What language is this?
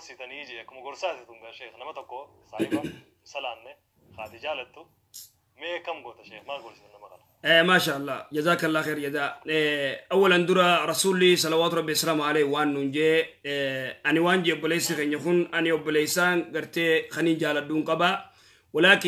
Oromo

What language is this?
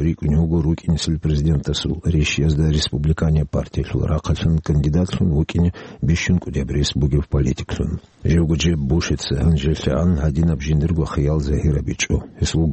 Avaric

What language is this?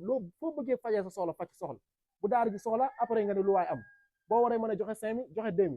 Wolof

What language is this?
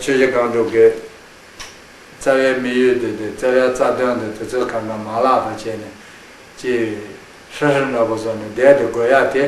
Tibetan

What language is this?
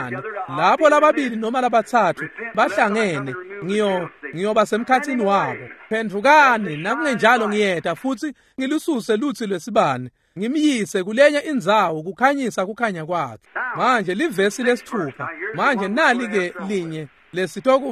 Swati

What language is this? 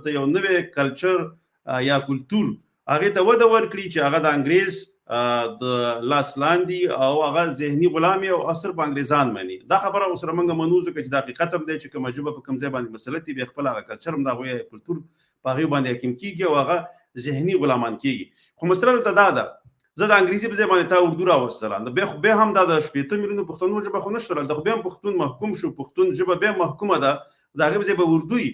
Pashto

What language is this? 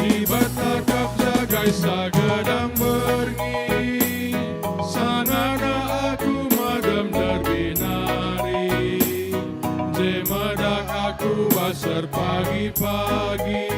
Batak Karo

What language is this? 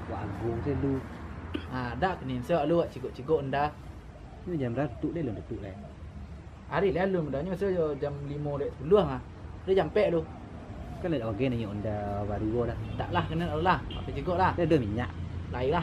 Minangkabau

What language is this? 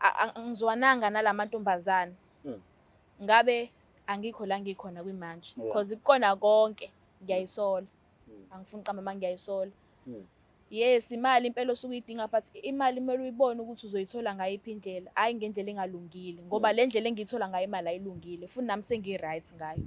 Zulu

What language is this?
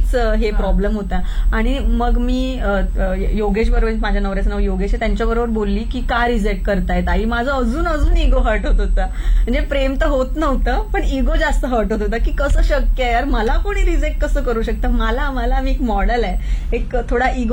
Marathi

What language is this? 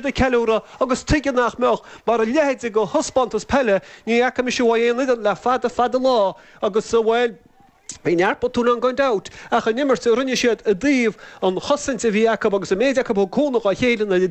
Irish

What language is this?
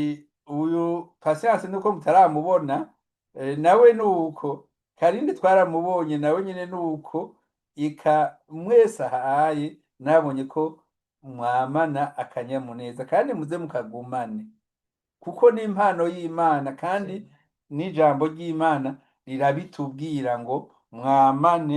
Rundi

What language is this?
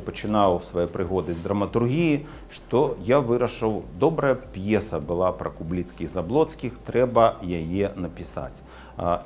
Belarusian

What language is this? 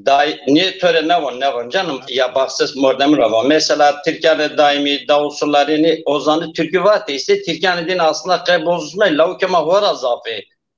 Zaza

